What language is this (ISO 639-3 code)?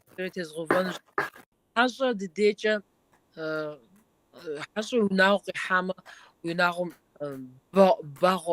kbd